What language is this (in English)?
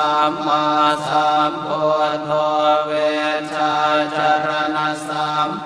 Pali